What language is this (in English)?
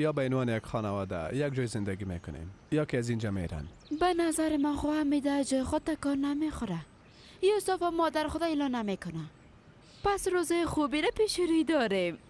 Persian